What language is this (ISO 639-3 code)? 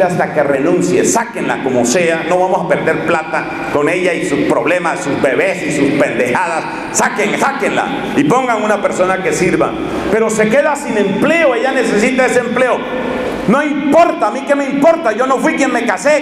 spa